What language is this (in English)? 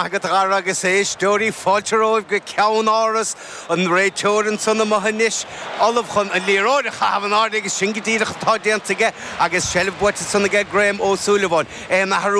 Irish